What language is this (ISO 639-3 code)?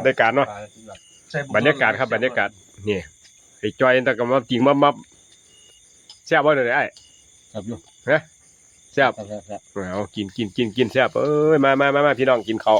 tts